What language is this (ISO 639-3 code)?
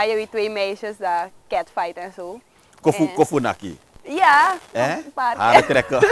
nld